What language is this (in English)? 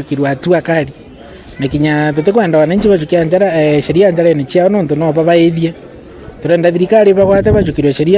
Meru